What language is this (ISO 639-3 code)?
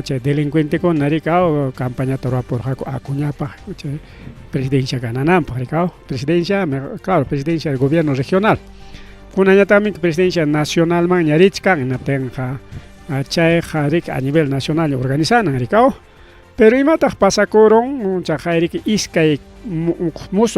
quy